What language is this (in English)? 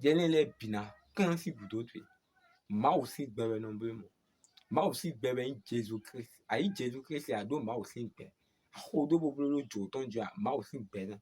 Fon